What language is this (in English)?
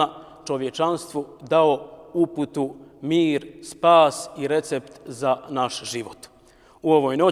Bosnian